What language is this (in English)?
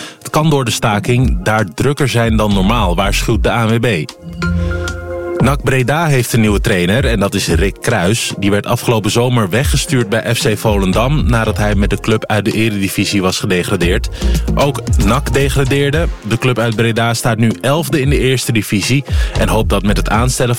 Dutch